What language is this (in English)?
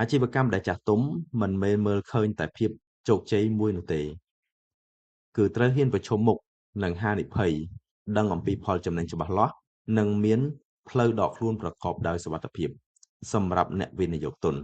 Khmer